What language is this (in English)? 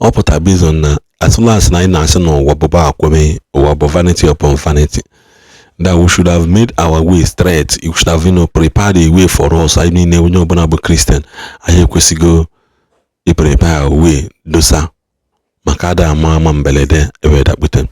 Igbo